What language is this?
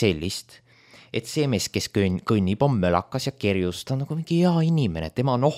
Estonian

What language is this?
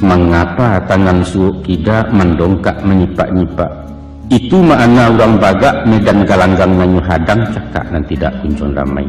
Minangkabau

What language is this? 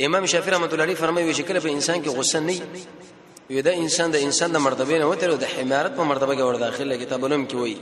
Pashto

